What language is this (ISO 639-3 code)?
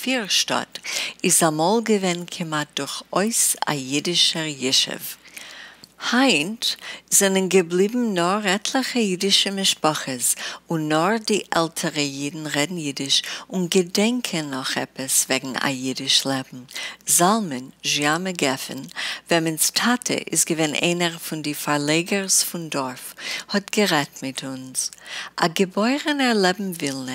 yid